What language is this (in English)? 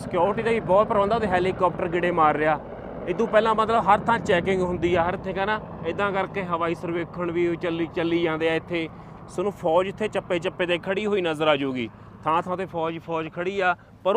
Punjabi